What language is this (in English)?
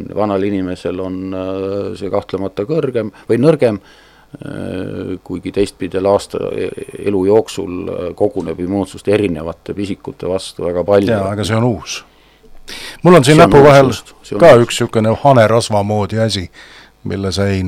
Estonian